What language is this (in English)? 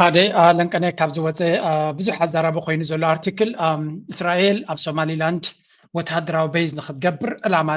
Tigrinya